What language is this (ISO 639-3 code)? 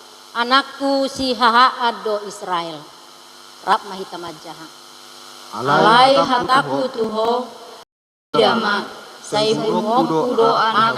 bbc